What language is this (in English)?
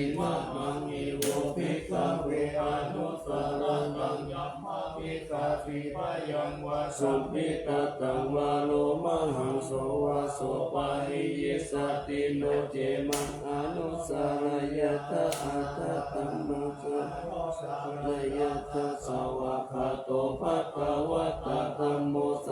Pali